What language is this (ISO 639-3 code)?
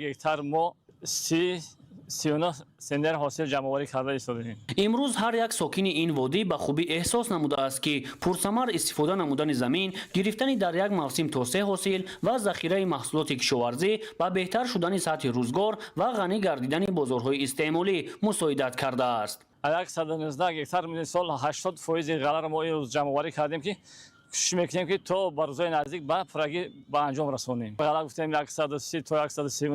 tgk